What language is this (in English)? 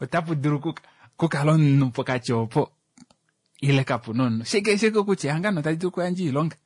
Kuanyama